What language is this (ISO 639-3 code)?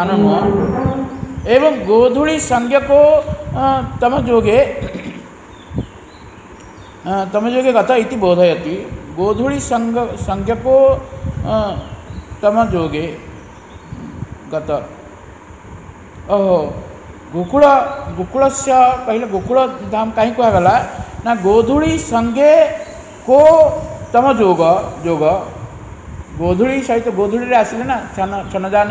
ori